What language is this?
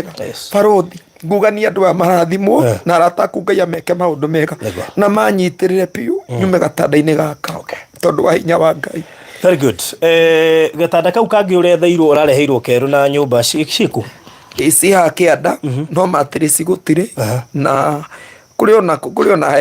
Kikuyu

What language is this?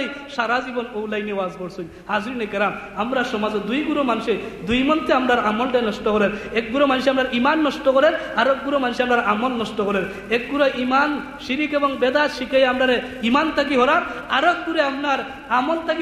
Sylheti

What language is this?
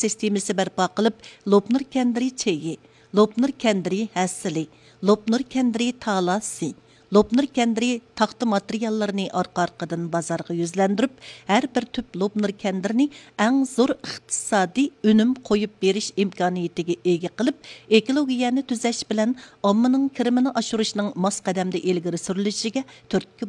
Uyghur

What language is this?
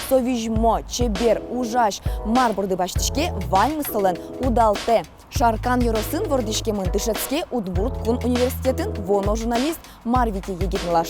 Udmurt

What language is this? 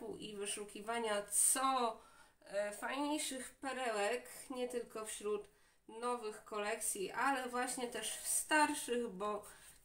Polish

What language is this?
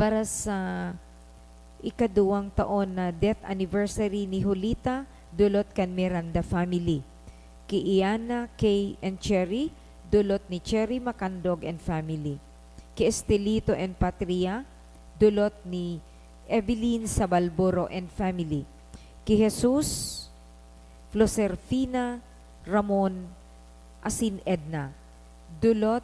Bikol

